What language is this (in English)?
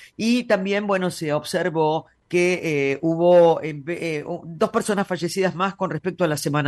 Spanish